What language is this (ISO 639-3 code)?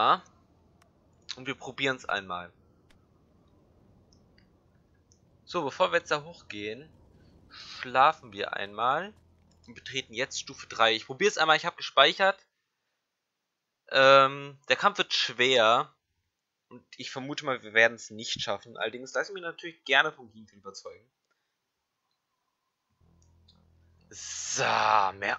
deu